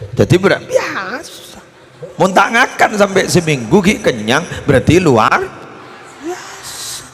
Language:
Madurese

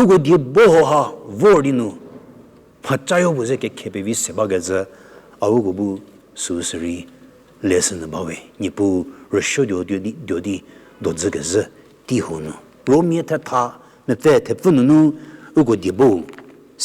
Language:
Angami Naga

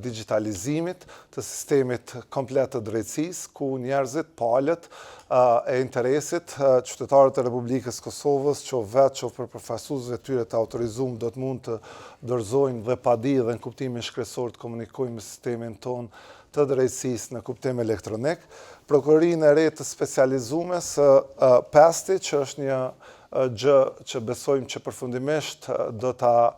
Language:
Albanian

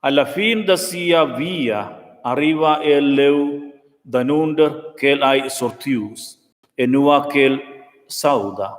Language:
Romansh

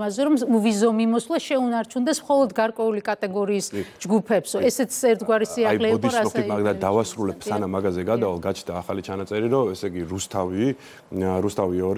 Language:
Georgian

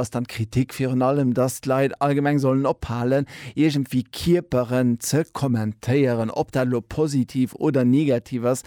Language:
Luxembourgish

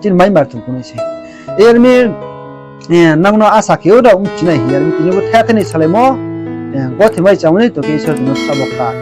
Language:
Riang (India)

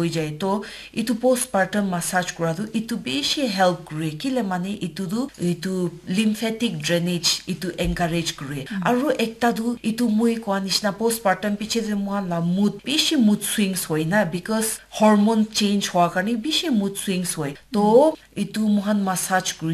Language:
Naga Pidgin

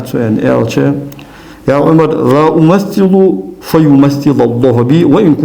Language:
Ingush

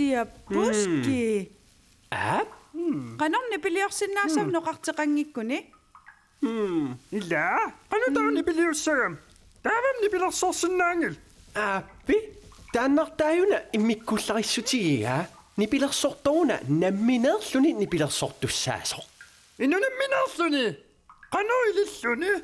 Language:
Kalaallisut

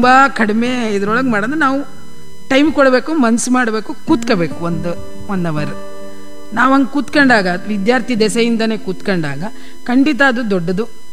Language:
Kannada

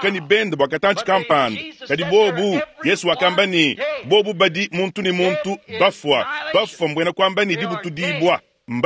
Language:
Luba-Lulua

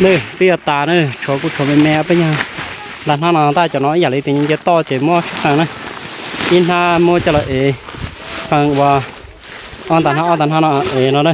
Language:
Hmong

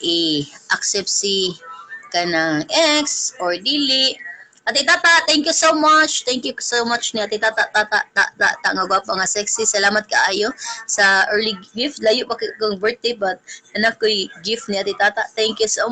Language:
Cebuano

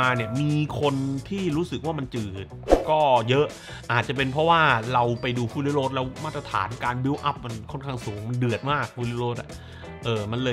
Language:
Thai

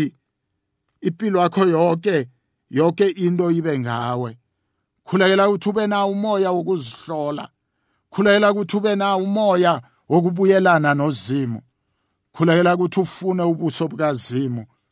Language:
South Ndebele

